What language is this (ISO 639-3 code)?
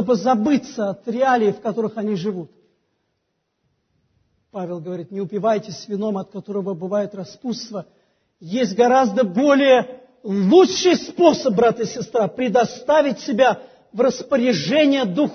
rus